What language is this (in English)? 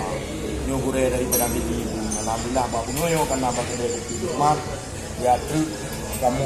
Achinese